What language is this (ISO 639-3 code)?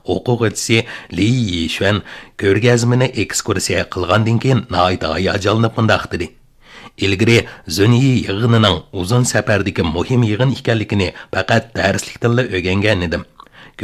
uig